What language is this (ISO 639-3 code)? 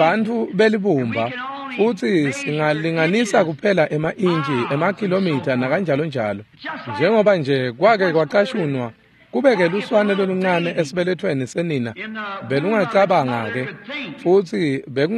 ssw